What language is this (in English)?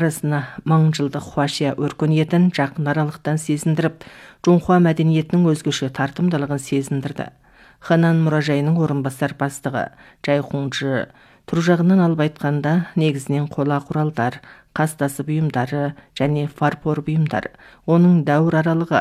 Kazakh